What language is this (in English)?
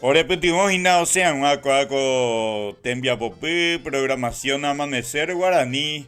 Guarani